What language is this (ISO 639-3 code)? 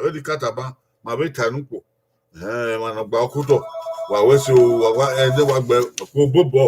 bin